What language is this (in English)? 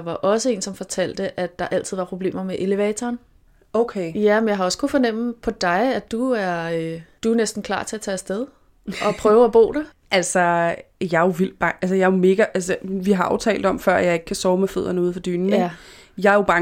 Danish